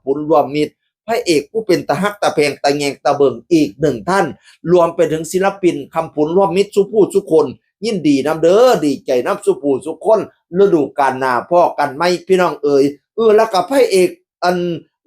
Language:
Northeastern Thai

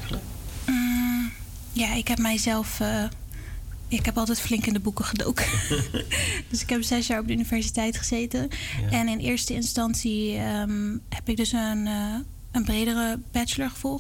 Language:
Dutch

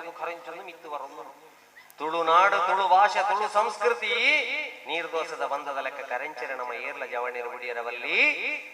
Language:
Tulu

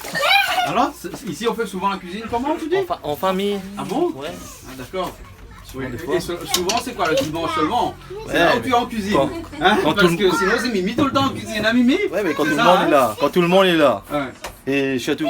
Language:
Réunion Creole French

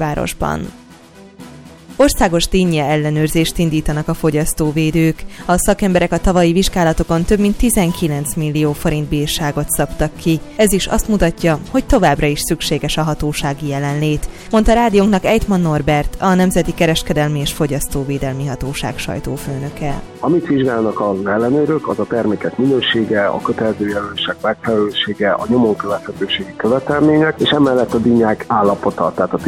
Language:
Hungarian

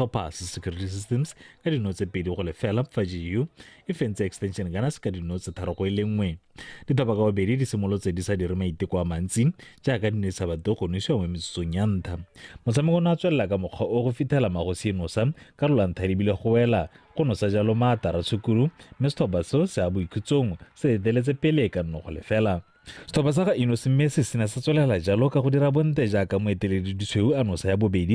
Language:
Tswana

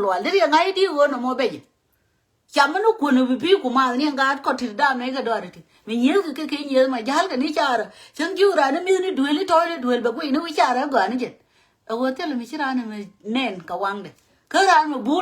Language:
Nuer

